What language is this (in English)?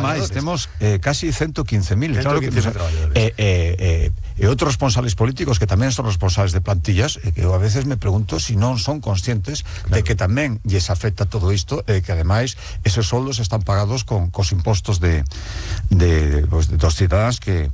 Galician